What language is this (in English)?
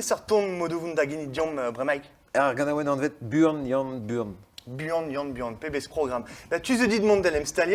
Breton